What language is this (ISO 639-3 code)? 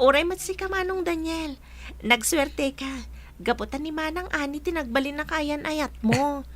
ilo